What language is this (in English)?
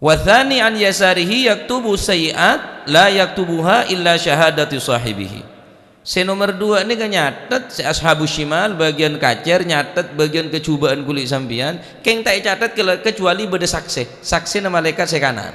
Madurese